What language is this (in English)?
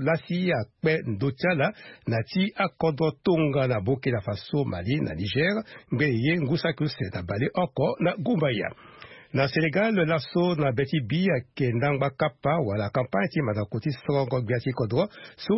Sango